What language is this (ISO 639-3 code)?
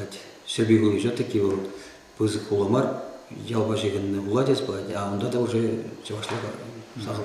chv